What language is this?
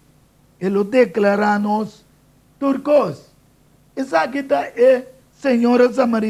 Papiamento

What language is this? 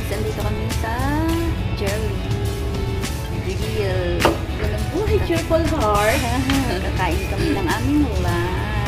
Filipino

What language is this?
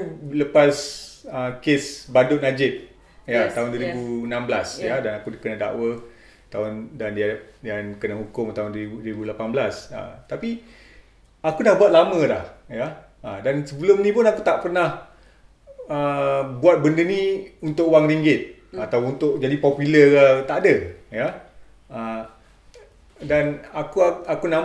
Malay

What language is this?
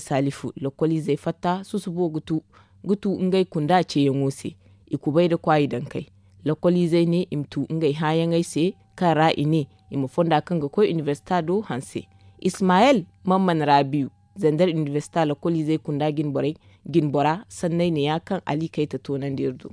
Zarma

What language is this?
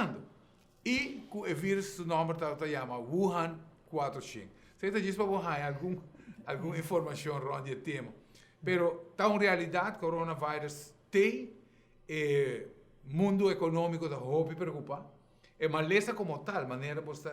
Papiamento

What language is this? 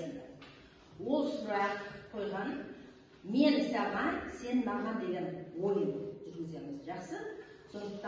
Kazakh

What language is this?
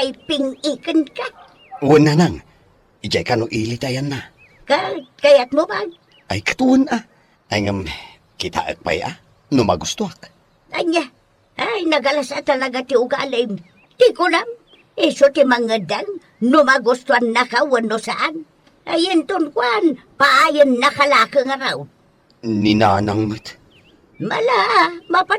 Iloko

